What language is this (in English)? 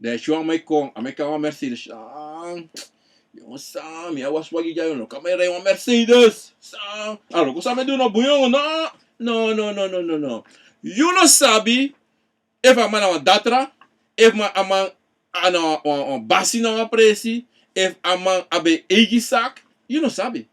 Sranan Tongo